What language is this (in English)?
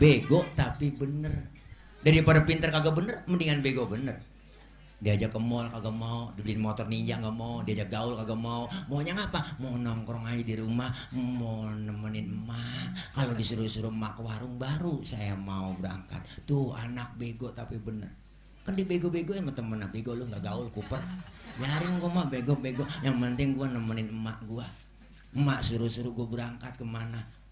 Betawi